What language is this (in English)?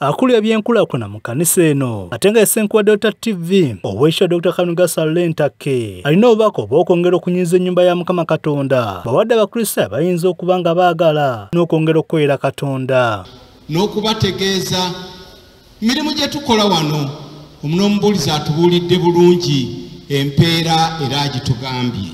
Ganda